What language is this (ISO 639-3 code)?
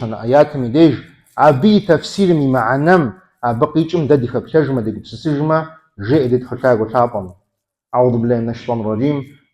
kbd